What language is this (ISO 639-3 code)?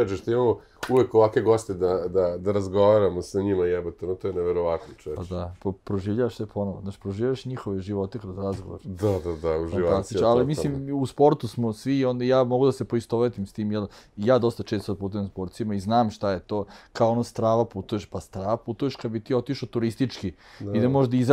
srp